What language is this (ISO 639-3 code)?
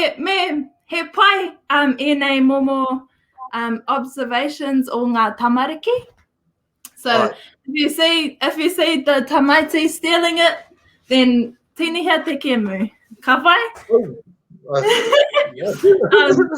mri